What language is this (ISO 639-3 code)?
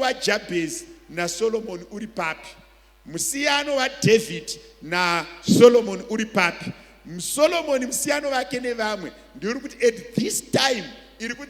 sna